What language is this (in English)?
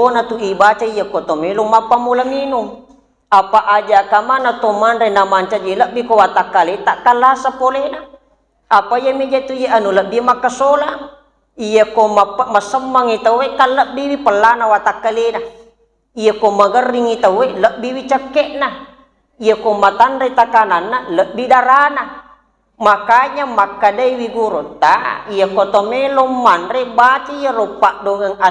Buginese